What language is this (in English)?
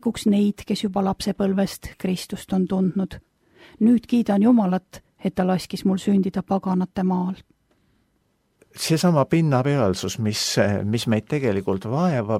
Estonian